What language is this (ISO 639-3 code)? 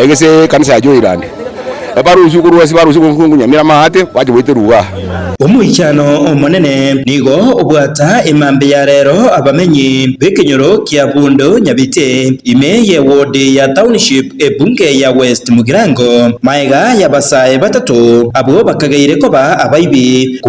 guz